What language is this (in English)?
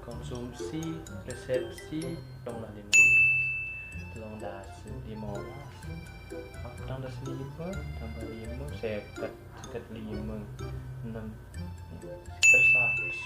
Sasak